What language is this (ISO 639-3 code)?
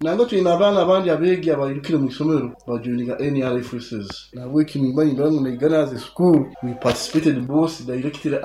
nyo